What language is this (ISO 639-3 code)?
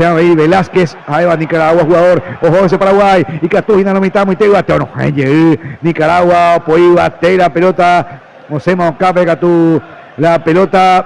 grn